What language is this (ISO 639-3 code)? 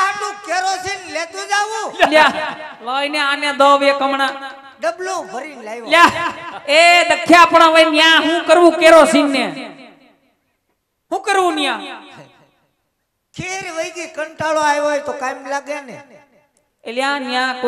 guj